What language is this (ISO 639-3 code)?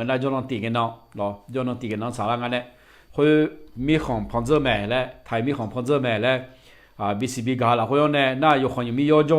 ahk